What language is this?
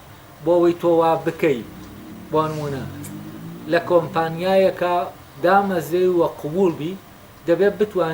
Central Kurdish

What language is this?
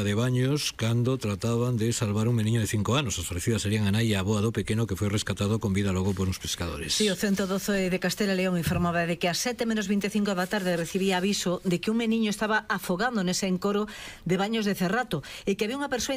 Galician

